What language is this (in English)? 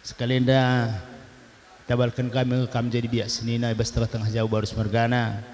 Batak Karo